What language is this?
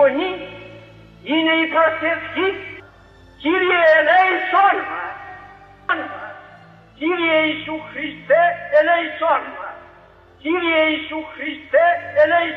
Greek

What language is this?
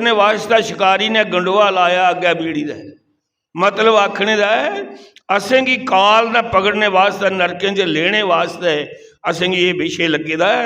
Dogri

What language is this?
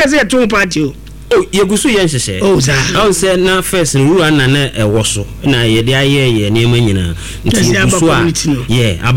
Akan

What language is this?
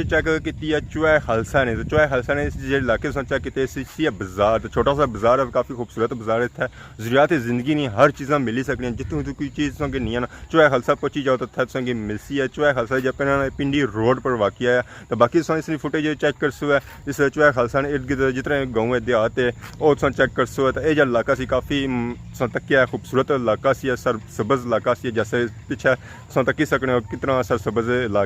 Pahari-Potwari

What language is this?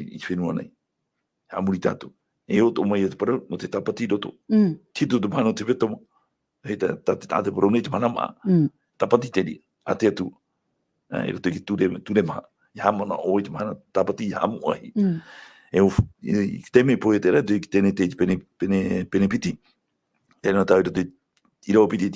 Tahitian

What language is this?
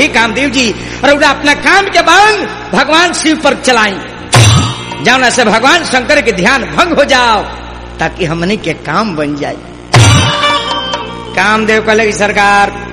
Bhojpuri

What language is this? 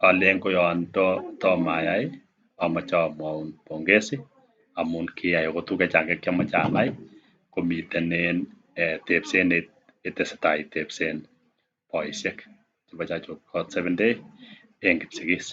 Kalenjin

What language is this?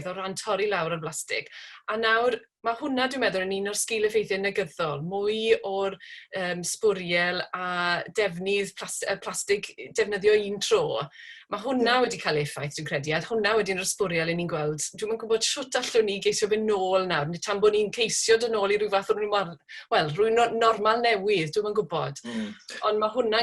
Welsh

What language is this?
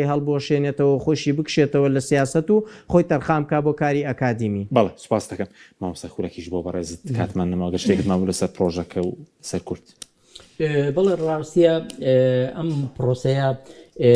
Central Kurdish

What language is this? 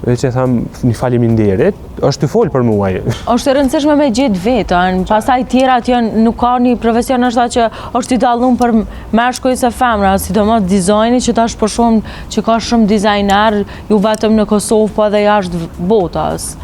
Albanian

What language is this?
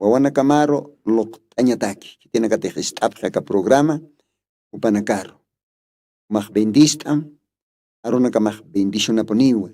Aymara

